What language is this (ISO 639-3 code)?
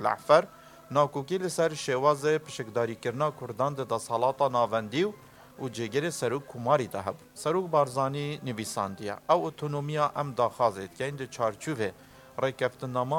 kur